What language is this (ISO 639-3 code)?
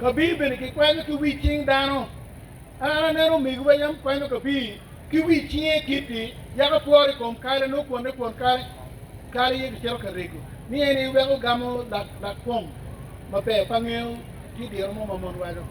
ach